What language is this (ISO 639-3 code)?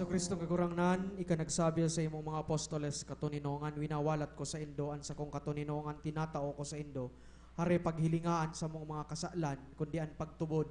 bik